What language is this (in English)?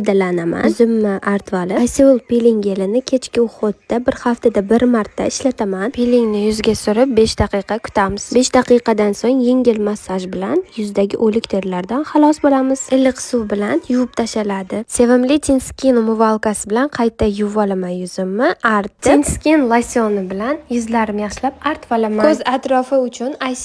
Uzbek